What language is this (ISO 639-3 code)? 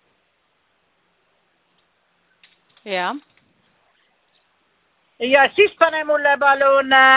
est